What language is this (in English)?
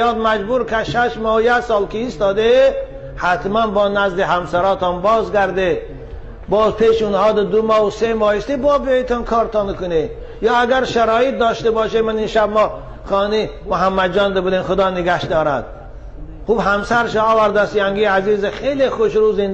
Tajik